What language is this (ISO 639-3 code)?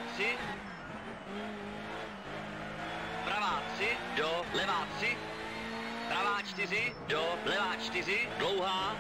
ces